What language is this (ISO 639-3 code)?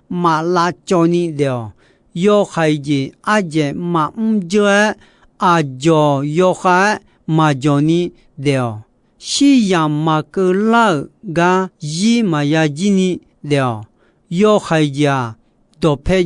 ahk